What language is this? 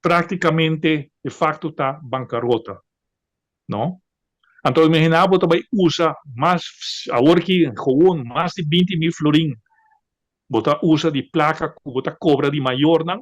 Papiamento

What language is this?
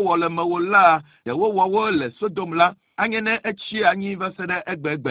Ewe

